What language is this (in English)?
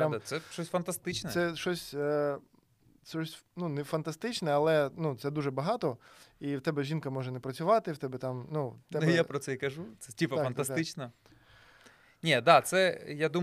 Ukrainian